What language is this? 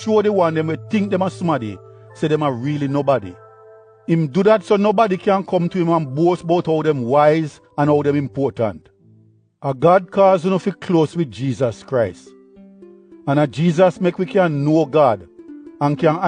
Jamaican Creole English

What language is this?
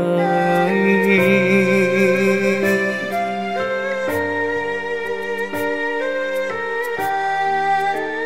Vietnamese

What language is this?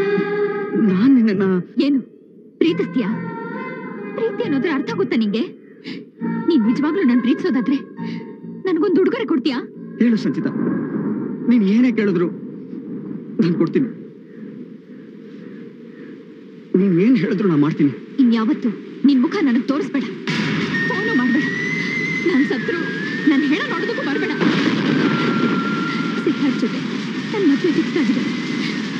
Kannada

